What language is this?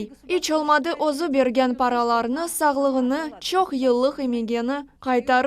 Crimean Tatar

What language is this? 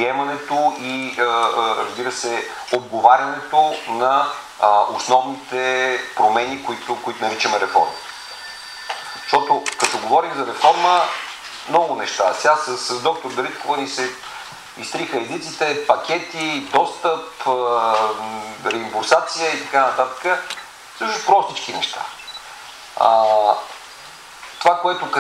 Bulgarian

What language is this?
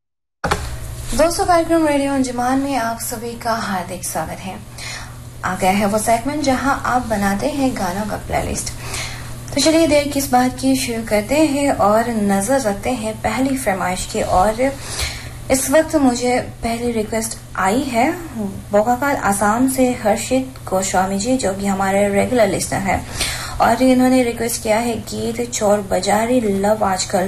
Hindi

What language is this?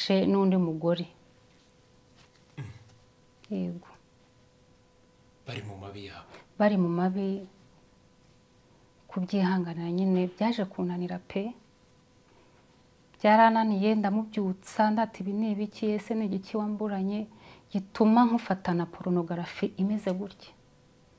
Kinyarwanda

